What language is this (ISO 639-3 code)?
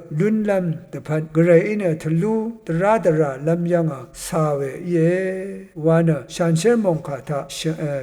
raw